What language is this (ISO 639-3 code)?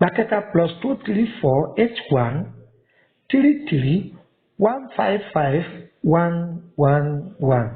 yor